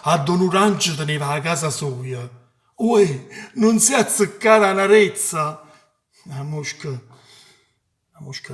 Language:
Neapolitan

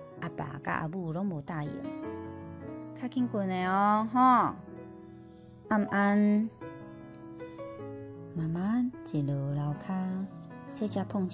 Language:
Min Nan Chinese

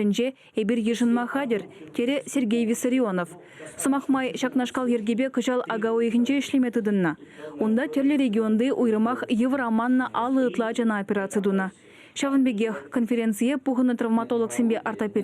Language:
Chuvash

